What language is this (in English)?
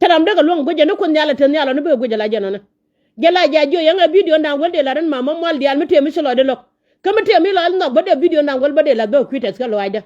Nuer